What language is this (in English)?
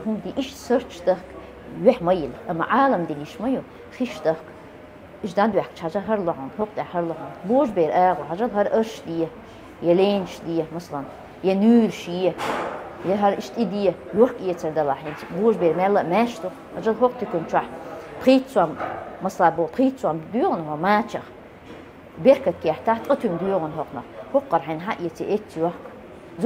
Chechen